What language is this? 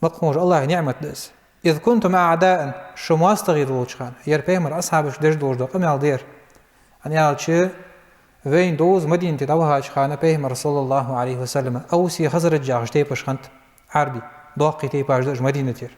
Ingush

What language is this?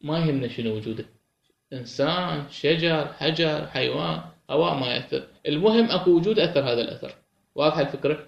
Mesopotamian Arabic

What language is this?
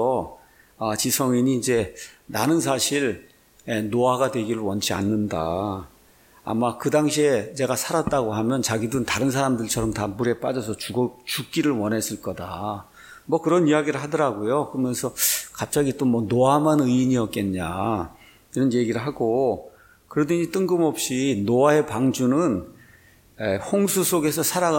Korean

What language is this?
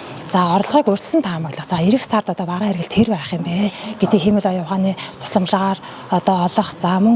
Mongolian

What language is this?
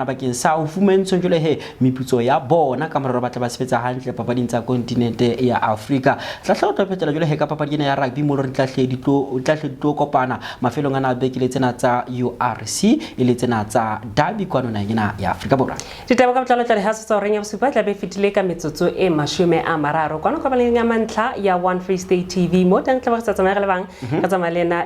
Southern Sotho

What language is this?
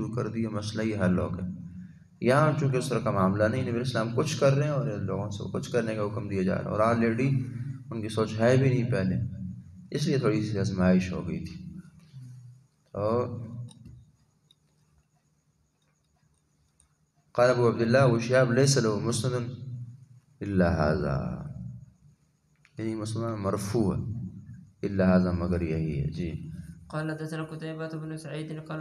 Urdu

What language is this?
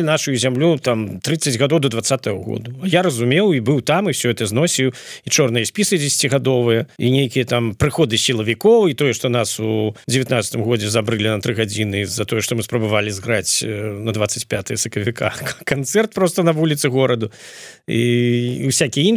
Belarusian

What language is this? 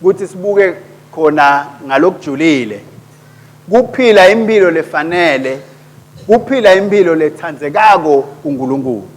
Swati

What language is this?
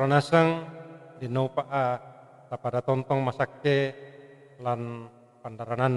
Toraja-Sa'dan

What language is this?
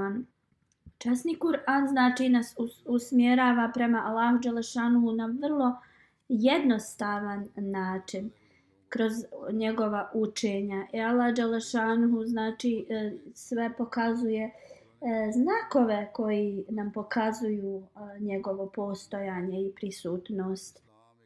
Bosnian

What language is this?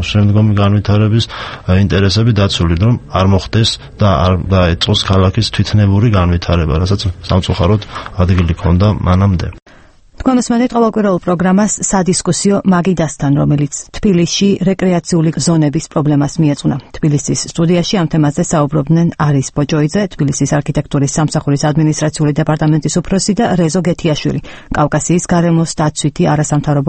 Georgian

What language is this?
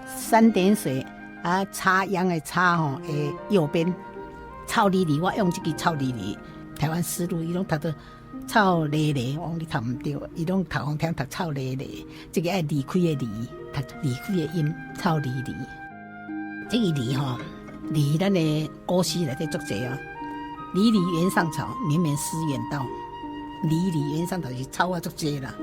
Min Nan Chinese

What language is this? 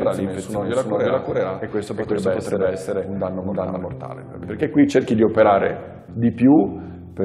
Italian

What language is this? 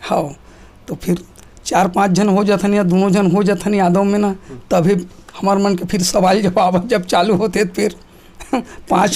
Chhattisgarhi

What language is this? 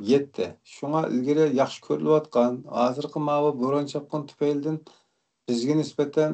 Uyghur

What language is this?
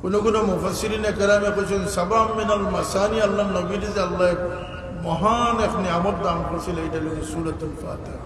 Sylheti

